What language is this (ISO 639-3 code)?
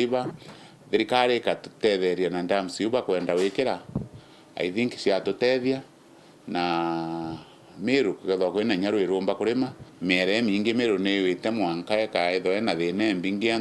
mer